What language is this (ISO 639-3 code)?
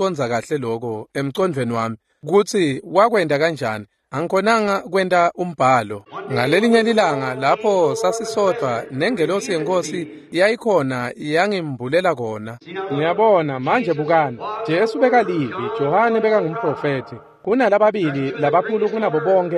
ssw